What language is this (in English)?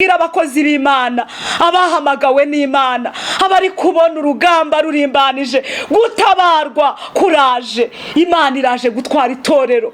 Kinyarwanda